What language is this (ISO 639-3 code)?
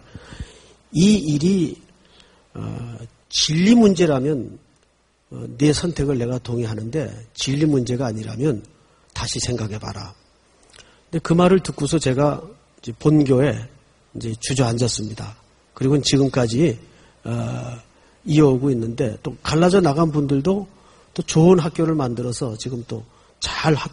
kor